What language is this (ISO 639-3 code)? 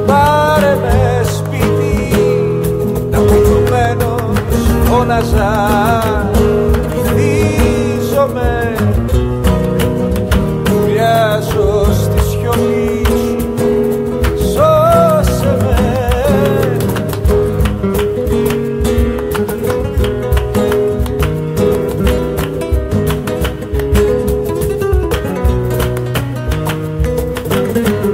ell